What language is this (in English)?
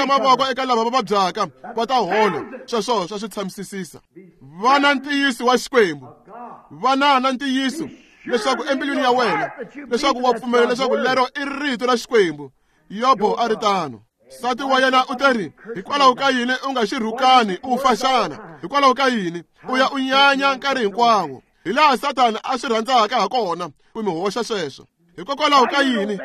Tsonga